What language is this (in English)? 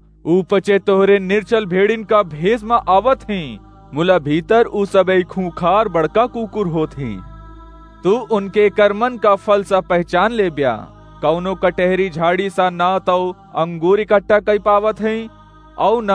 Awadhi